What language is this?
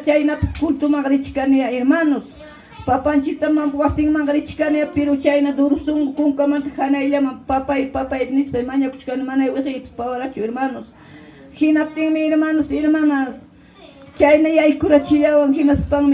Ayacucho Quechua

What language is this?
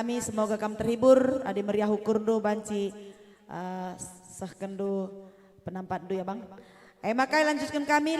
Batak Karo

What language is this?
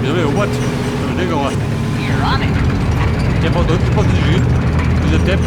Bavarian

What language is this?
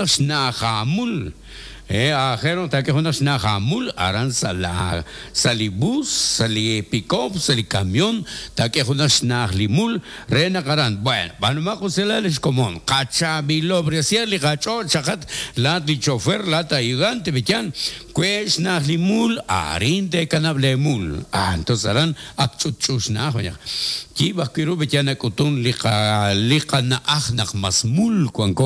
Kekchí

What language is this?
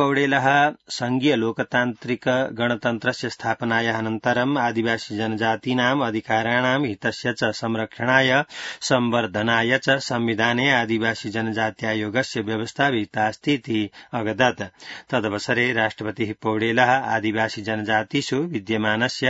Sanskrit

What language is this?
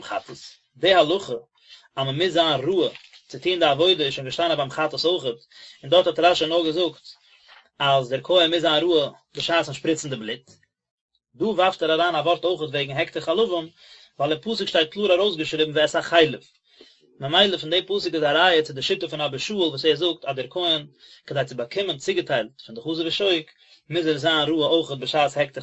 Yiddish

